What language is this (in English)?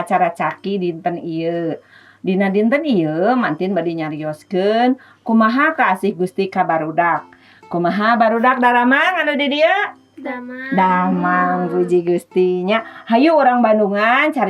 Sundanese